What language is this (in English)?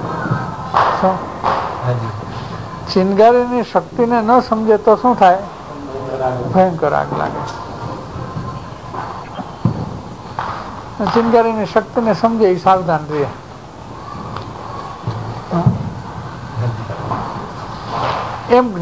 Gujarati